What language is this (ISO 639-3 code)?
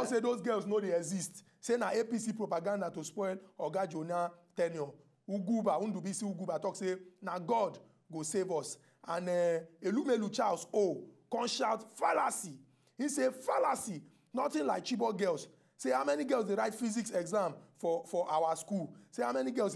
pcm